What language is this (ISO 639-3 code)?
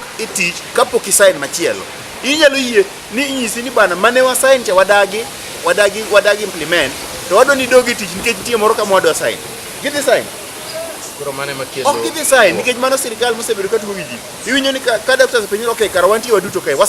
luo